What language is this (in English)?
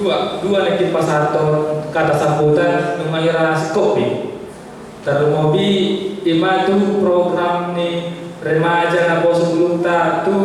Batak Toba